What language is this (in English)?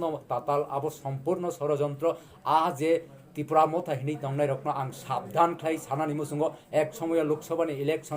Kok Borok